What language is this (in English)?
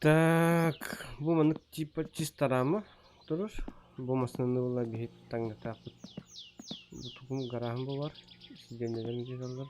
Yakut